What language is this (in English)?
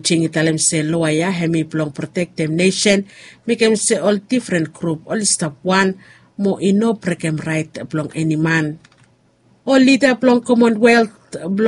Bislama